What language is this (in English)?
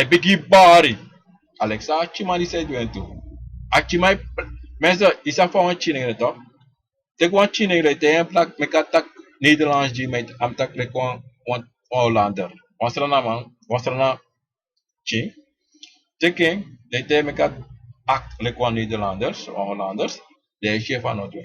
Sranan Tongo